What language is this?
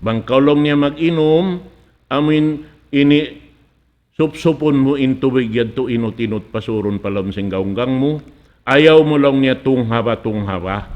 Tausug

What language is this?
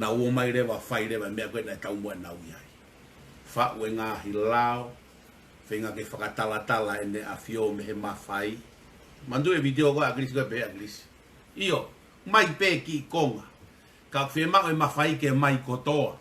Tongan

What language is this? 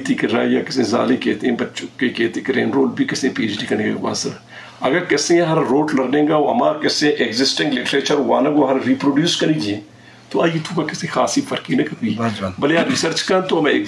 Eastern Balochi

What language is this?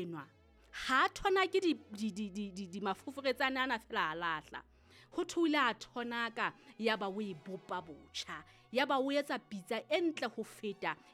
Southern Sotho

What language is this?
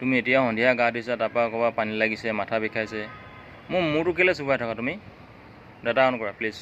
Assamese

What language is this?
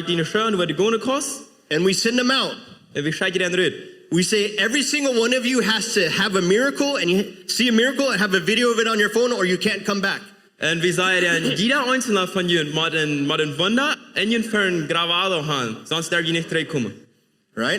Plautdietsch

